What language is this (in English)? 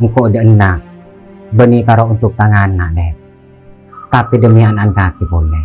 Madurese